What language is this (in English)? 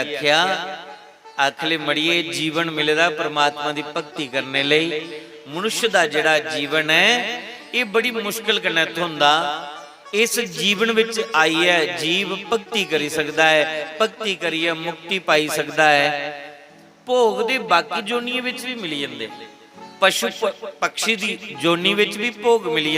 Dogri